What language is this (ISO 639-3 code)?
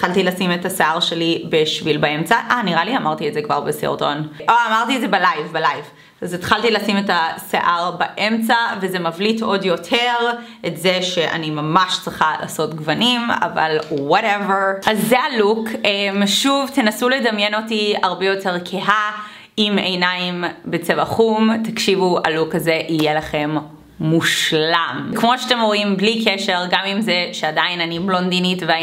heb